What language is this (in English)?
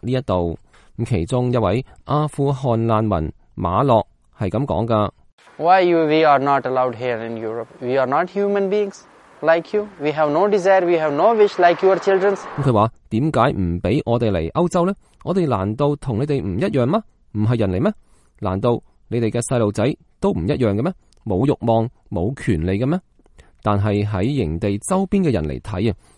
Cantonese